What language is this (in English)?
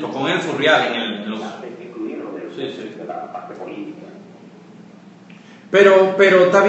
Spanish